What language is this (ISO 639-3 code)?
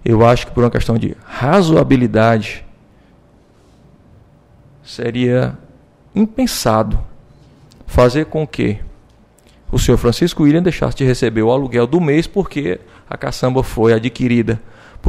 por